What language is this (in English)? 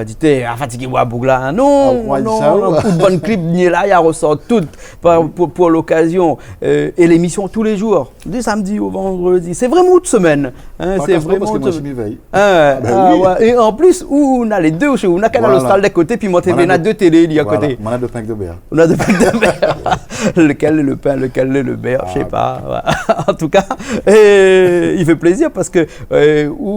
Réunion Creole French